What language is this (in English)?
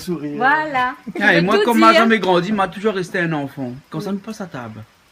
Réunion Creole French